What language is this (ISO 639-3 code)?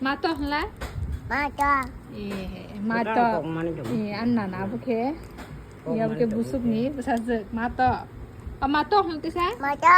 trp